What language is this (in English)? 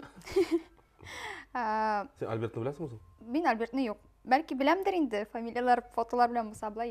Tatar